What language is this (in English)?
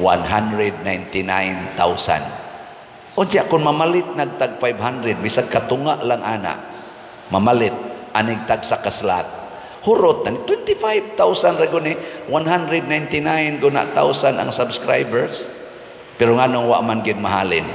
Cebuano